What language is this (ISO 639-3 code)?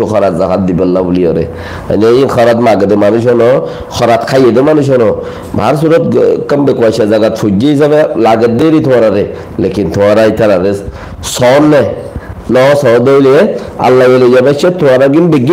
rhg